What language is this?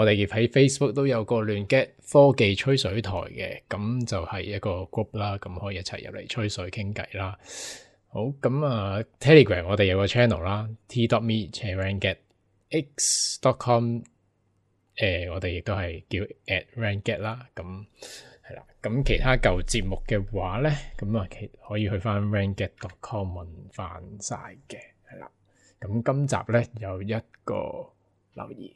Cantonese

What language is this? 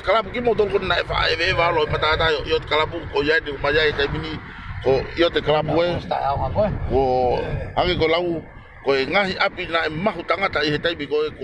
Tongan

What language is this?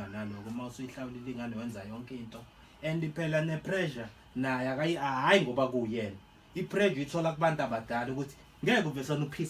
Zulu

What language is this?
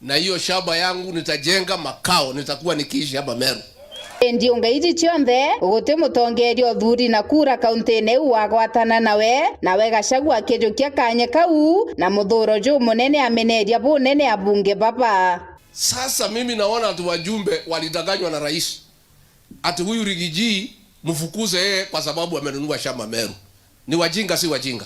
Meru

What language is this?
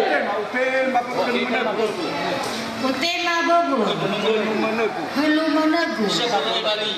Nias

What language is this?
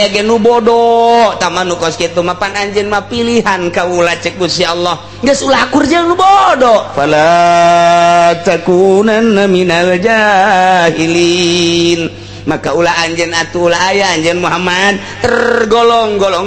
Sundanese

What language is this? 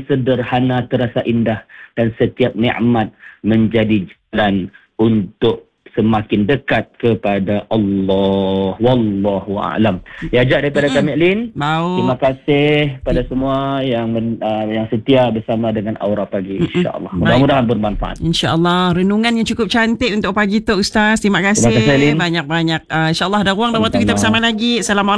Malay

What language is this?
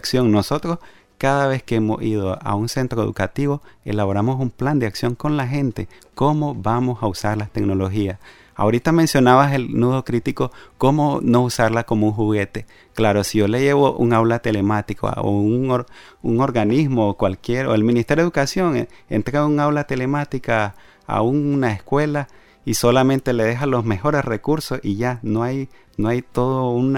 Spanish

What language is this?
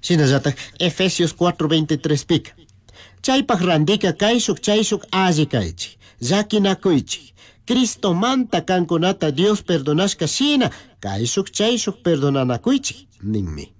Chimborazo Highland Quichua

